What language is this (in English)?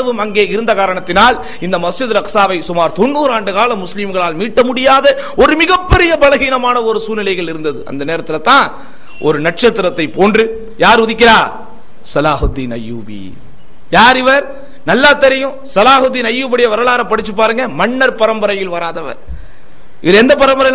Tamil